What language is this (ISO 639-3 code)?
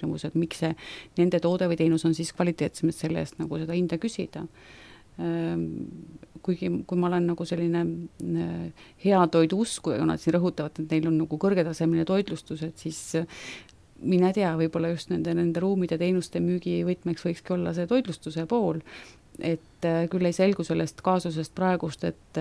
est